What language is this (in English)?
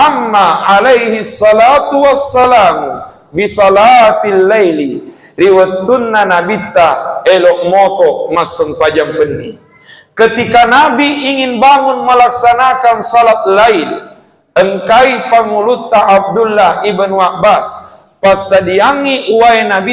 Buginese